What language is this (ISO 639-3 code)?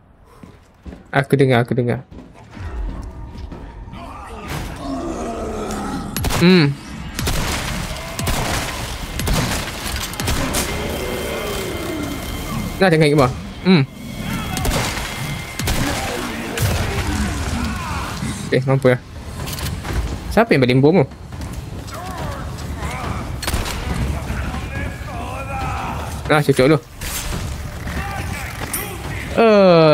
msa